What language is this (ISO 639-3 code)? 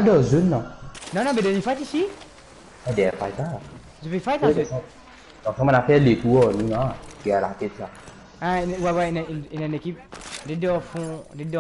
mfe